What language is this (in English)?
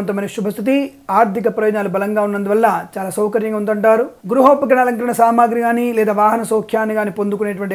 Telugu